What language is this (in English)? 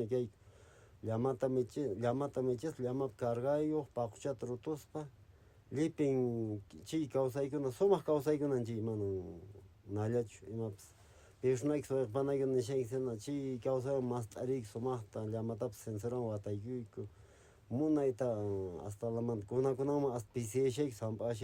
Quechua